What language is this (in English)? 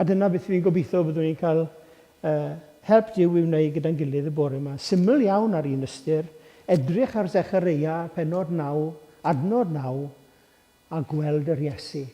Welsh